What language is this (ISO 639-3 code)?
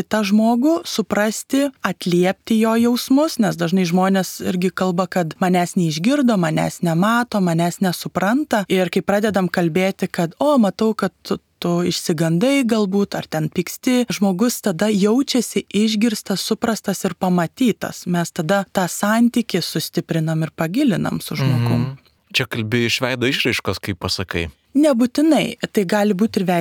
lit